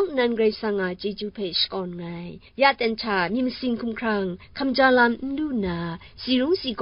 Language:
Kachin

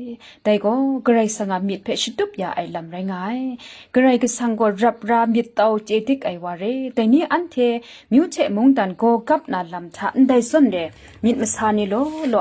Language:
Kachin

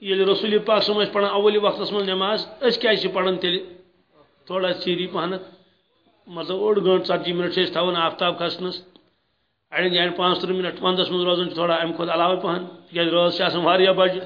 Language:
Kashmiri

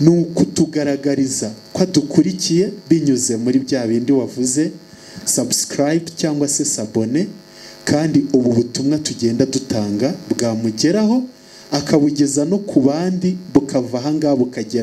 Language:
Kinyarwanda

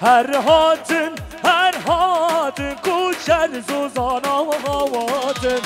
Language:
Kurdish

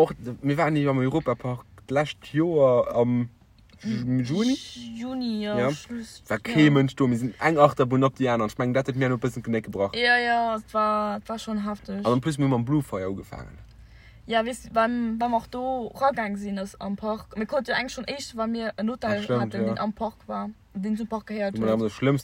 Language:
Luxembourgish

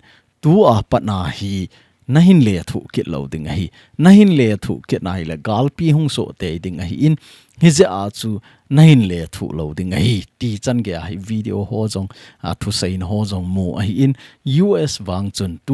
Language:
Thado Chin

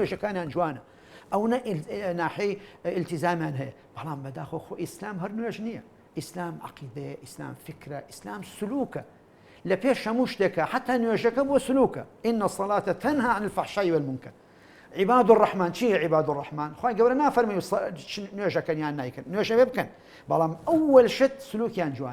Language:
Central Kurdish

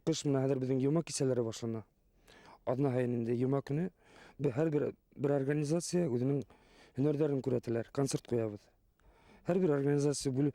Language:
Bashkir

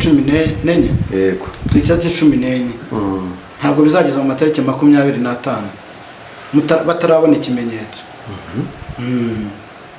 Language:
Kinyarwanda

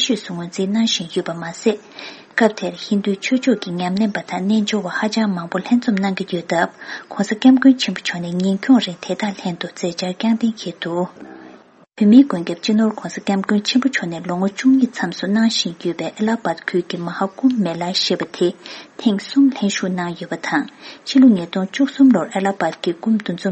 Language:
Tibetan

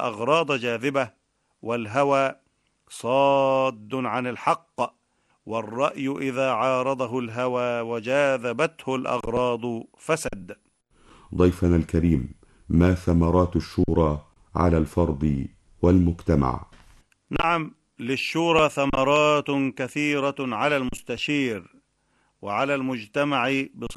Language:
Arabic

